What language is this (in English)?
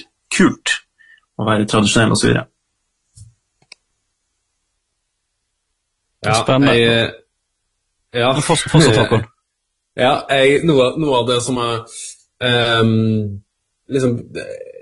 Norwegian